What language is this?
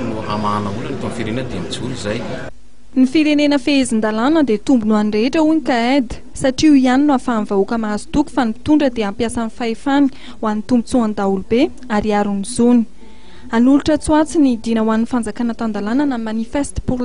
Malagasy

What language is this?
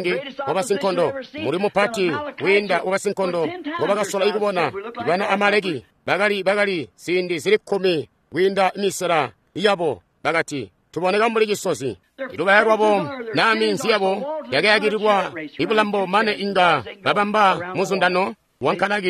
Tonga (Zambia)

